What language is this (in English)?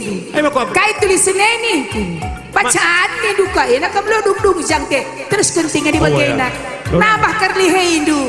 Batak Karo